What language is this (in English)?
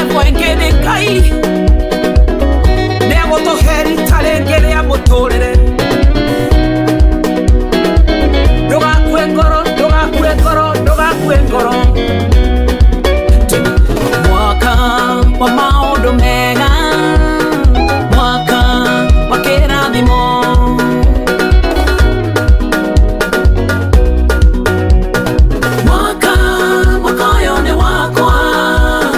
Kikuyu